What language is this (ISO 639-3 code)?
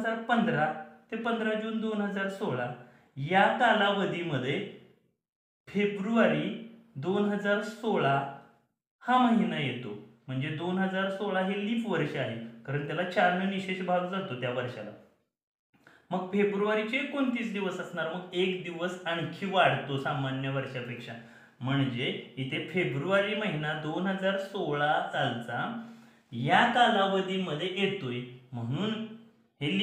mar